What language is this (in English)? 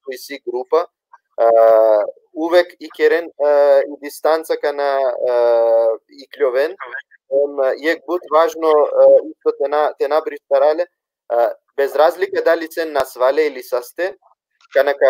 Balkan Romani